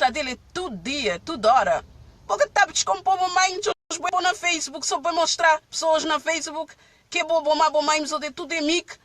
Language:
Kabuverdianu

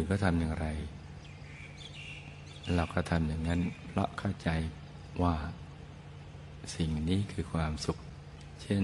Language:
Thai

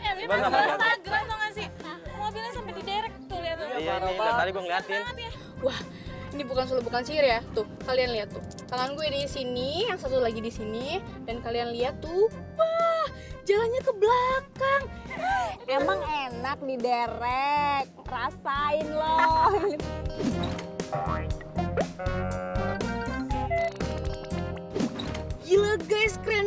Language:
Indonesian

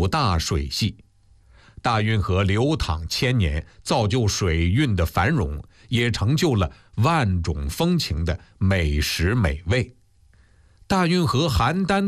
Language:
Chinese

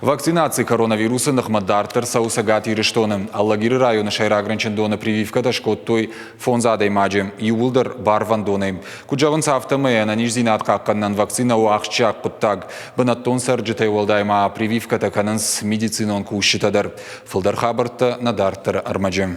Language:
Ossetic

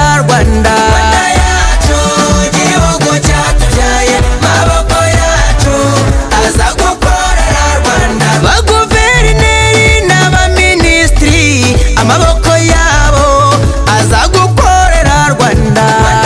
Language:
Kinyarwanda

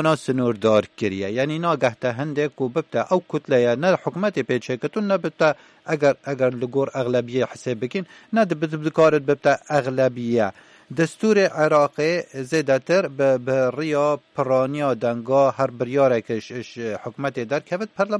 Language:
Kurdish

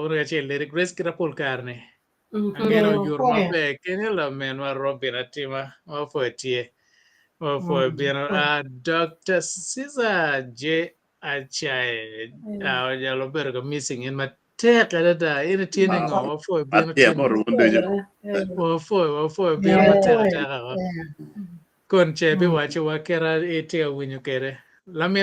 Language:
Acoli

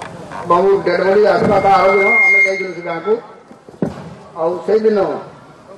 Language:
Odia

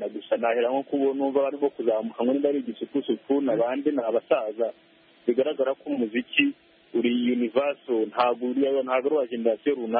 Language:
Kinyarwanda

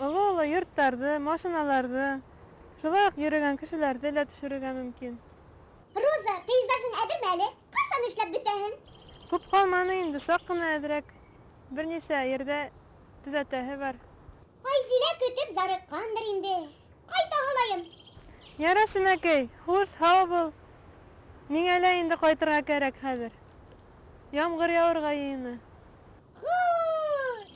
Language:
Bashkir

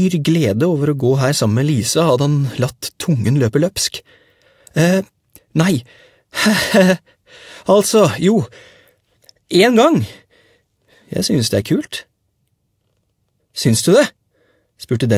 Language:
Norwegian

